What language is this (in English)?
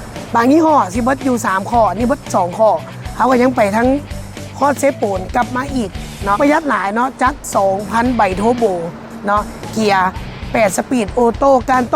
Lao